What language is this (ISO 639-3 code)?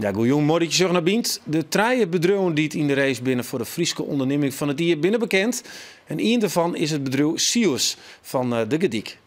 fry